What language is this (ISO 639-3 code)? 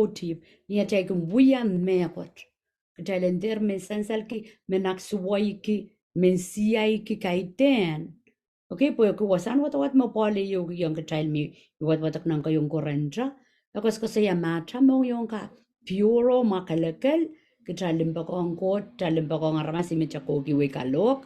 pon